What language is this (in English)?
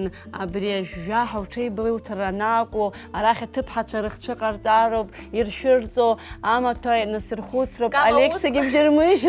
Abkhazian